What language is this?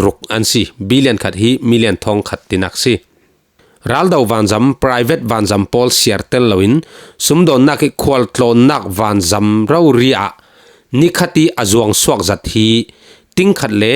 Falam Chin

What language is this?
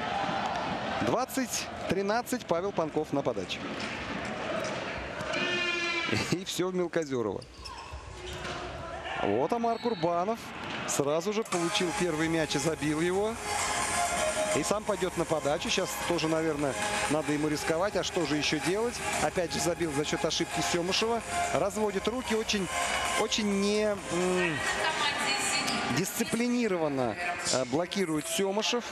Russian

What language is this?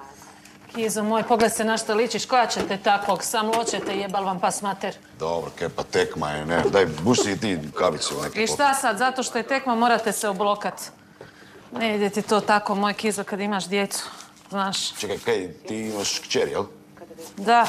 Croatian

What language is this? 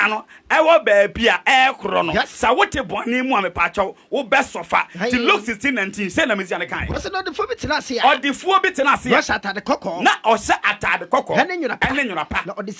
Akan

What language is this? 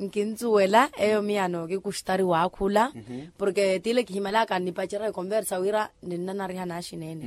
Makhuwa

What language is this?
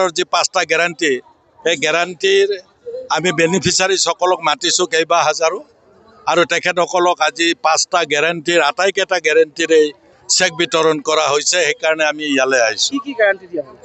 Assamese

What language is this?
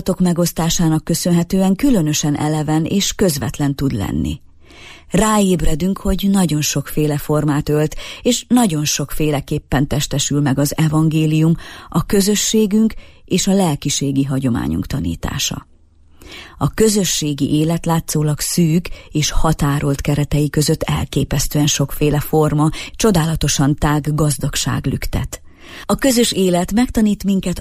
Hungarian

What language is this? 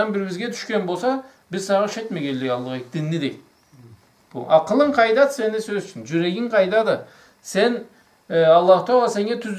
Karachay-Balkar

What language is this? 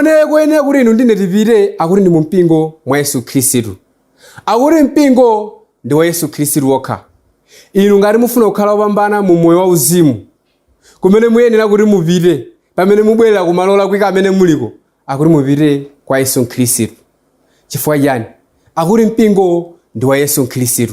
Nyanja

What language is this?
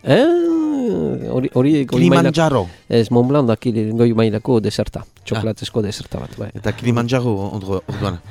Basque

